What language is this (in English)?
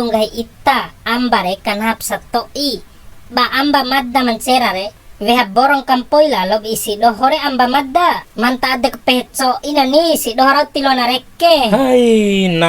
Bima